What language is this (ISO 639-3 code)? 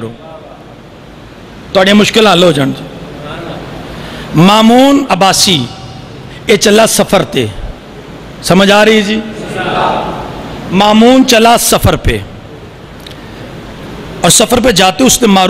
urd